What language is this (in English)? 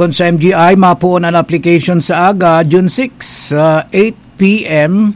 Bikol